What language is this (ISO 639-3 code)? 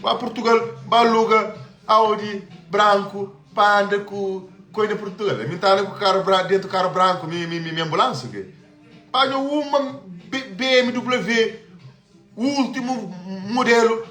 kea